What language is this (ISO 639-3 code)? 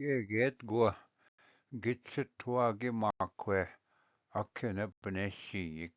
oji